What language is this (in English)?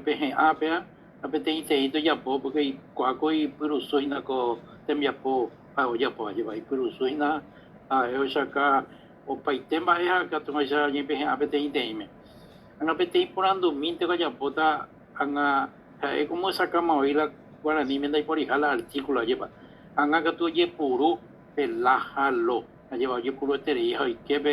Guarani